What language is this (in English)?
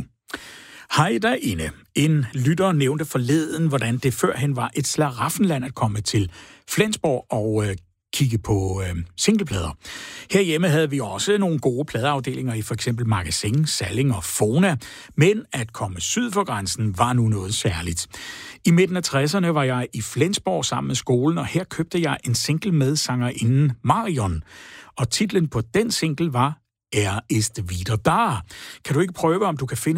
Danish